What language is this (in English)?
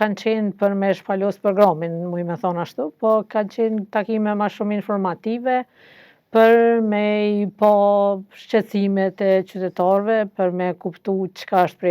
Albanian